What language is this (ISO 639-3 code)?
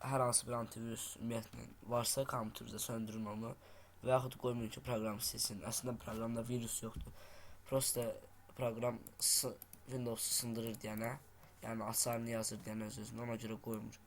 aze